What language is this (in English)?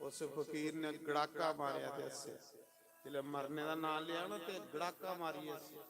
Dogri